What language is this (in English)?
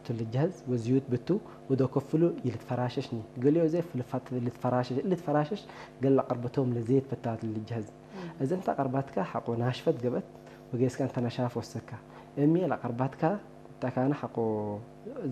Tigre